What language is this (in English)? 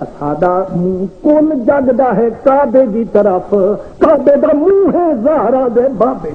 Saraiki